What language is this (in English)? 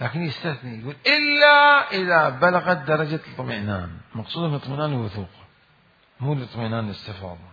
Mesopotamian Arabic